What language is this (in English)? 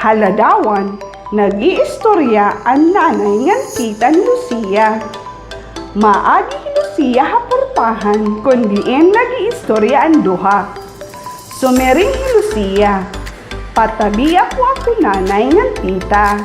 Waray